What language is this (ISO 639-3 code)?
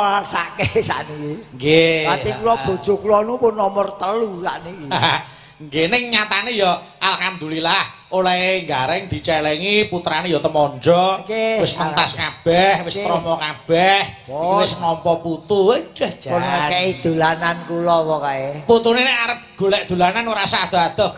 jav